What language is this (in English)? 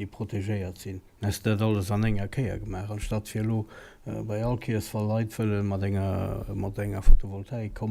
Luxembourgish